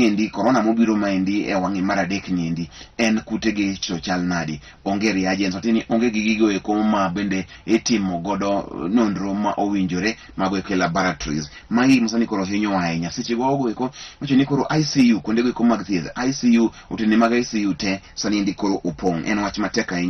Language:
Luo (Kenya and Tanzania)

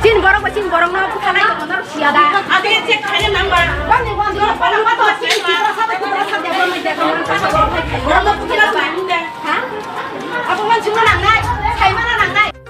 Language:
Kok Borok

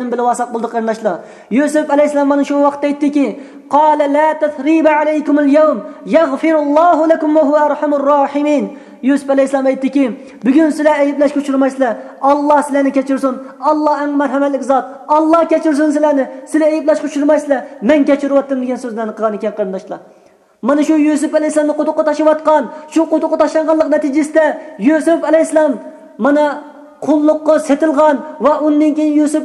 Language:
Uyghur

